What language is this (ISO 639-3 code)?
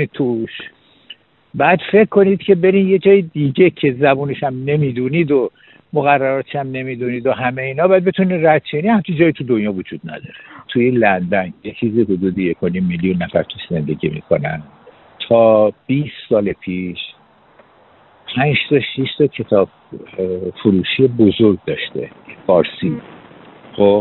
fas